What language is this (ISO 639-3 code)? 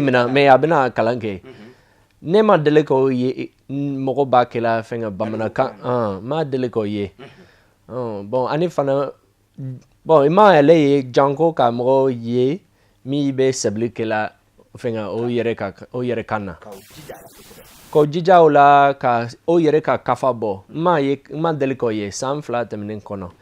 bam